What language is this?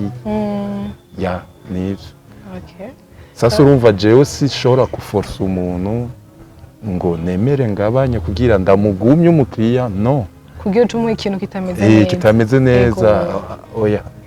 Rundi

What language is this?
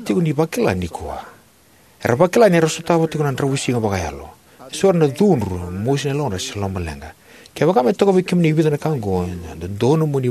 Fijian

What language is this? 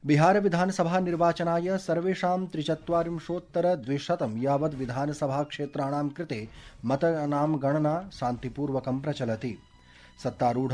Sanskrit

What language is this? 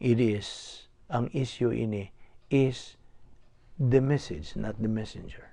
Cebuano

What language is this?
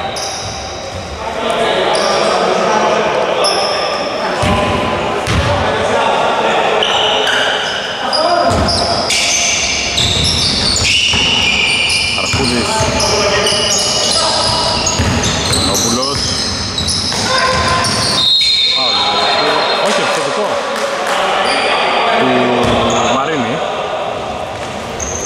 Greek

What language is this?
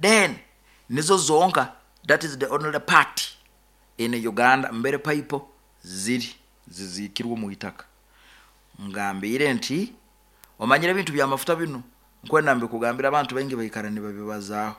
Nyoro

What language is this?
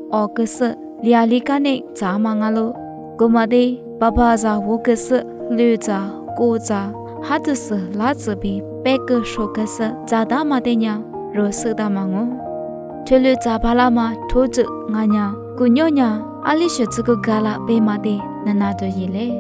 Lisu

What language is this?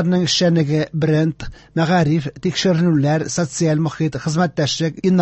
Tatar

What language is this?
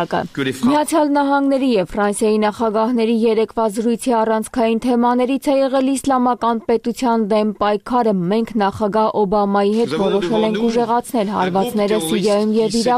Armenian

